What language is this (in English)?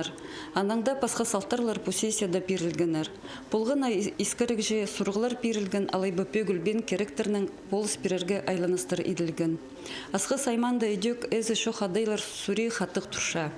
Khakas